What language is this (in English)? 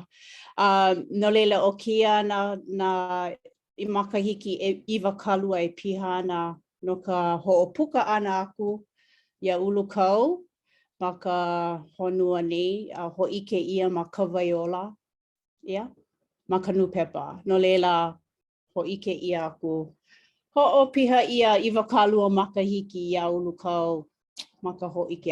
Hawaiian